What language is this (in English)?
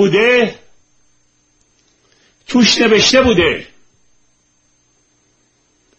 Persian